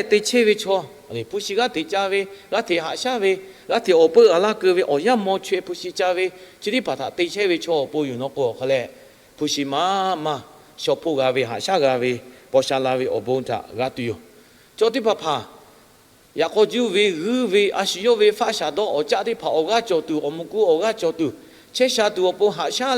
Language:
Lahu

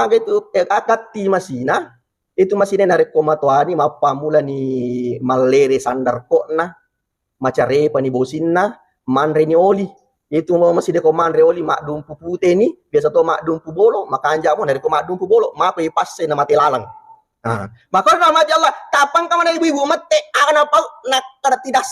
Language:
Buginese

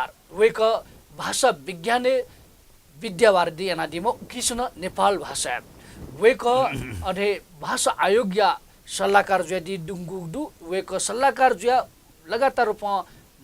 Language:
Newari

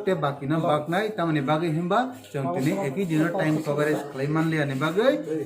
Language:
Kok Borok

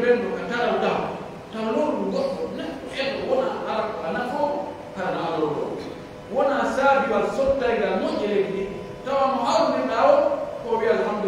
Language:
Pular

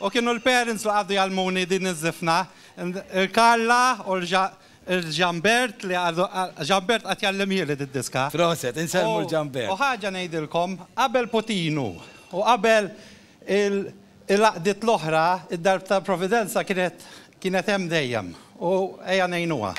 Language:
Maltese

